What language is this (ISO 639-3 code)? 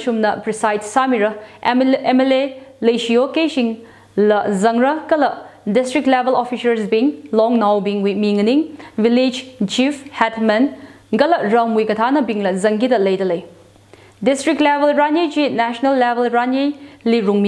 nmf